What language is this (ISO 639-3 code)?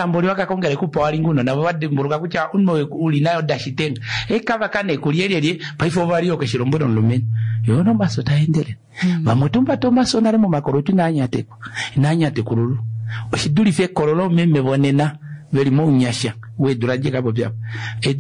kua